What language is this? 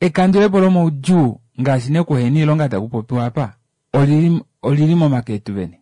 Kuanyama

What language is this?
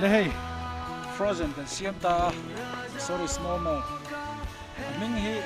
Mizo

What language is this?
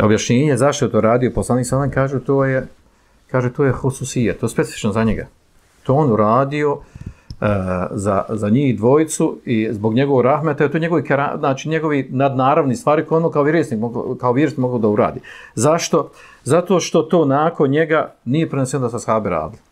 Bosnian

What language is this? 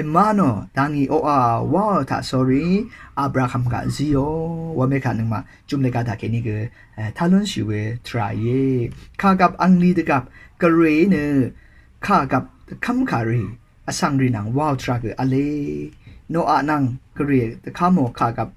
Rawang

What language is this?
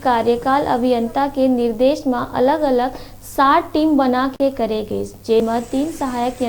Chhattisgarhi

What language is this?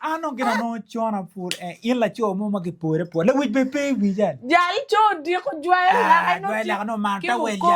Acoli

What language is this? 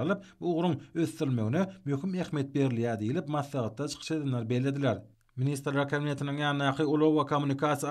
Turkmen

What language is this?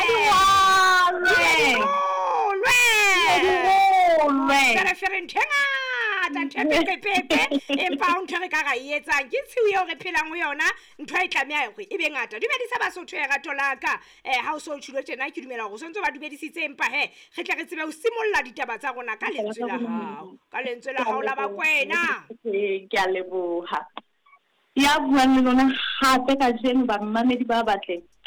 Southern Sotho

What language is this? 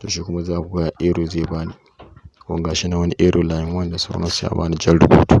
Hausa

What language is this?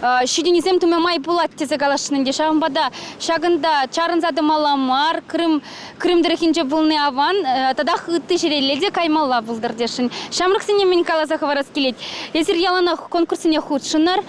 Chuvash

